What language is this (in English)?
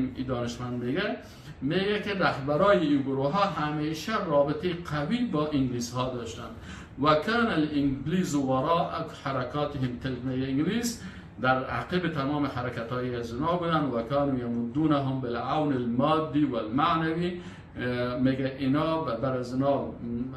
Persian